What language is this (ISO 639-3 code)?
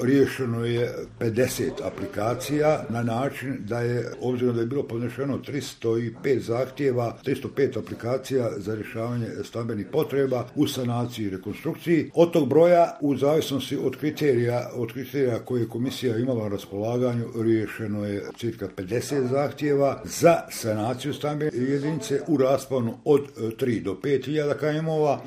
bos